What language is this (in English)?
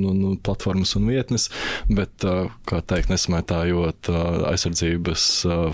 Latvian